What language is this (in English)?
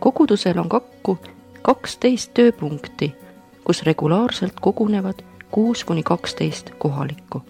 Estonian